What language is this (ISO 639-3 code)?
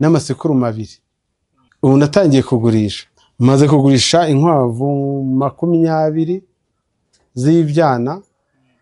kin